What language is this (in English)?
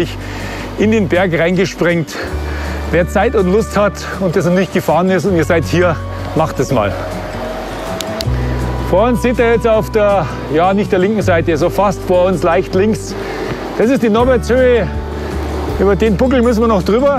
German